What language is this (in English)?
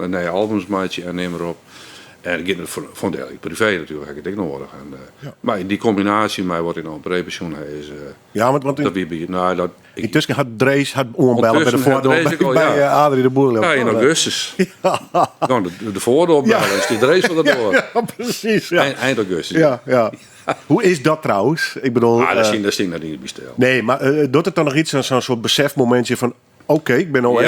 Western Frisian